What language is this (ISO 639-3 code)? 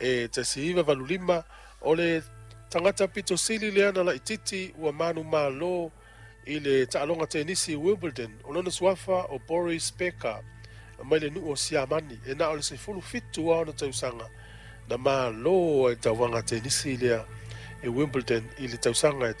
smo